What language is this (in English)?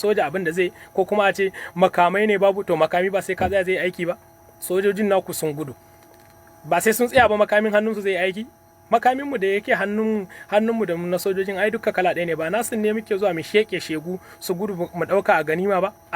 Hausa